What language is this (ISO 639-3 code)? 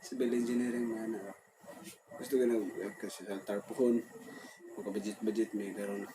ceb